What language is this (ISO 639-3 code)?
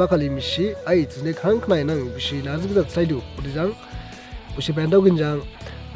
dis